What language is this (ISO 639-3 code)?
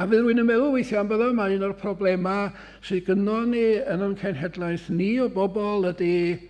cym